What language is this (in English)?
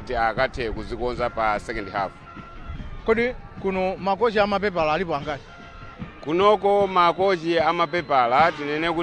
Nyanja